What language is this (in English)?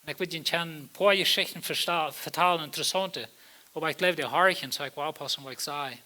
Plautdietsch